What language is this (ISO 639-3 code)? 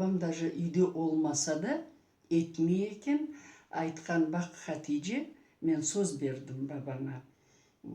crh